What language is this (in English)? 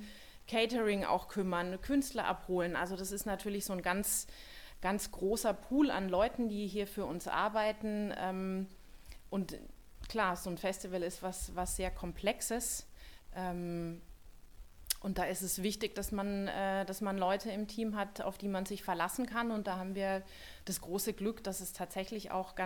German